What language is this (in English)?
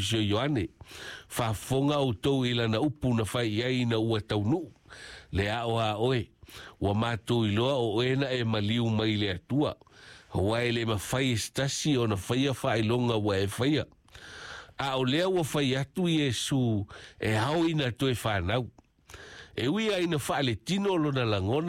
Samoan